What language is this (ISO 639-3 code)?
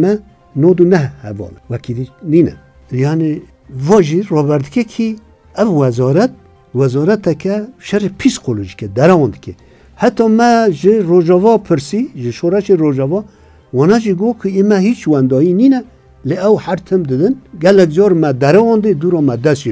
kur